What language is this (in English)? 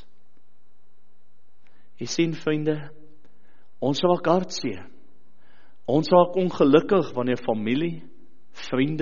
Afrikaans